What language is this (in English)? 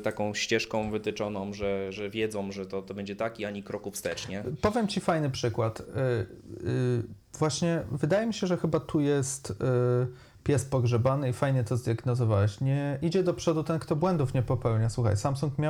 Polish